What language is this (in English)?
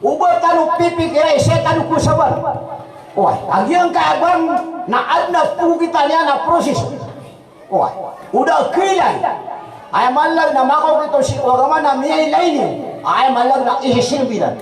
Maranao